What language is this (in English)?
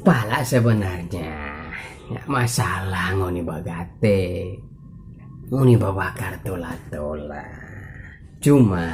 Manado Malay